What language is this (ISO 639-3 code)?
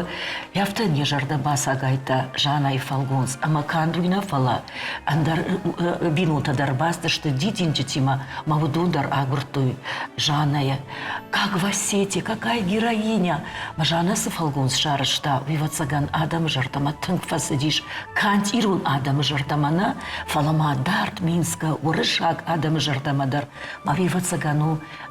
oss